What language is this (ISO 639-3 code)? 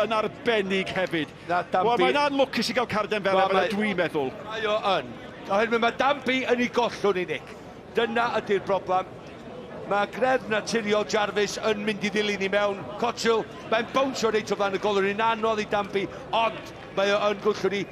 cym